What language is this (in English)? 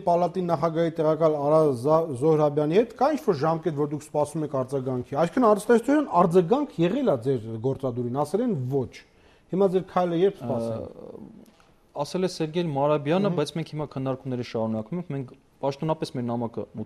Armenian